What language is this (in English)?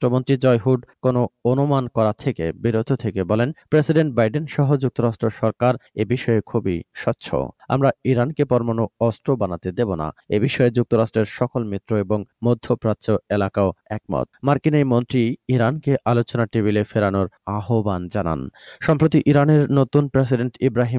Bangla